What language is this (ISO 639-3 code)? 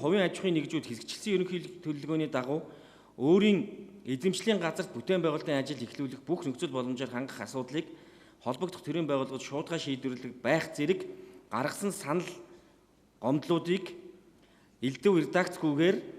mon